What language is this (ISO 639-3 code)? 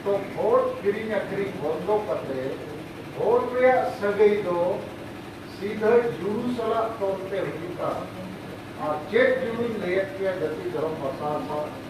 sat